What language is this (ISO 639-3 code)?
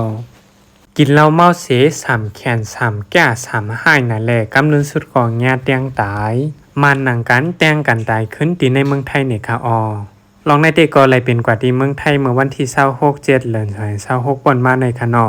shn